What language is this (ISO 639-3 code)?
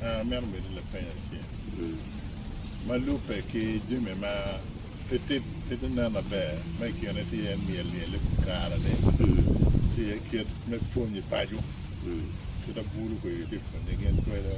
ach